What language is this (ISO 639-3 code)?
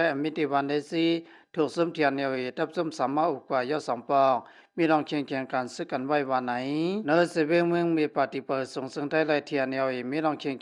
shn